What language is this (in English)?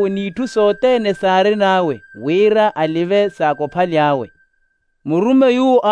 Makhuwa